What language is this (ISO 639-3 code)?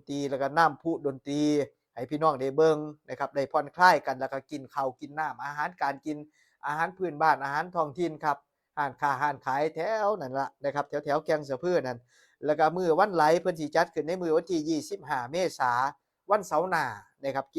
tts